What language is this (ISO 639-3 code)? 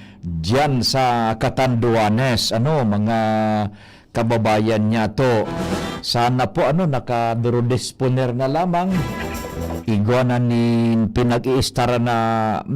bik